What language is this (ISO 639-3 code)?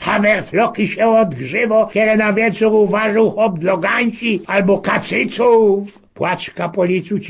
szl